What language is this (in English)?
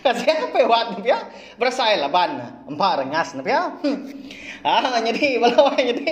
Iban